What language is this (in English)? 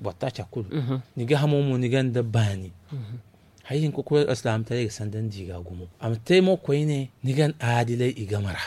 Zarma